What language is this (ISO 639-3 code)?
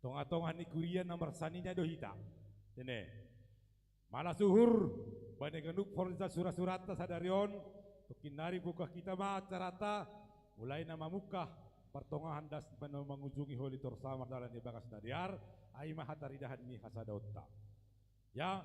bts